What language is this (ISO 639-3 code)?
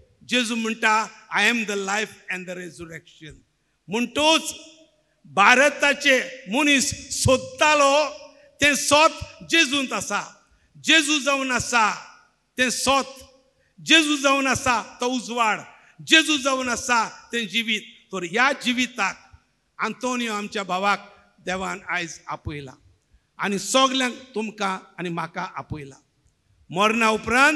kok